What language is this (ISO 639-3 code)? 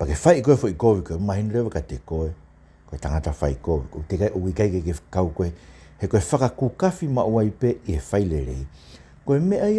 ton